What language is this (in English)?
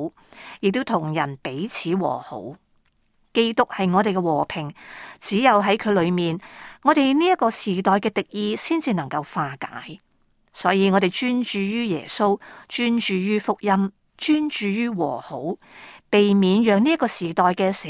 Cantonese